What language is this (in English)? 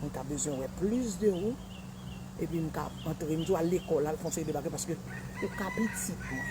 Haitian Creole